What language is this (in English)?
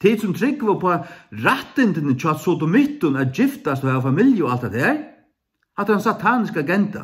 Faroese